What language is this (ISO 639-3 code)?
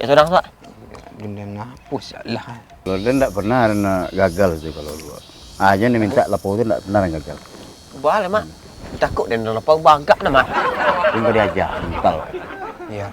min